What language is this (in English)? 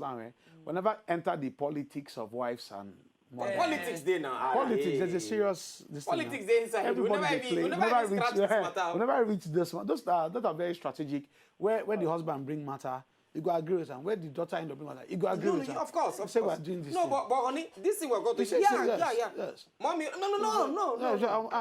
Nigerian Pidgin